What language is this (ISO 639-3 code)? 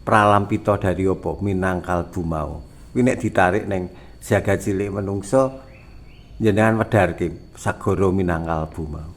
jav